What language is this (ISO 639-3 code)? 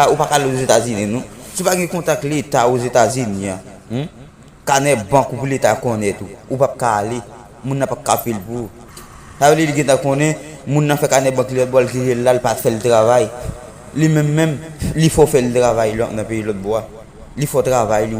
hat